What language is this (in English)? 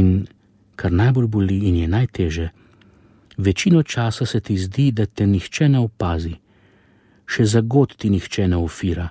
Slovenian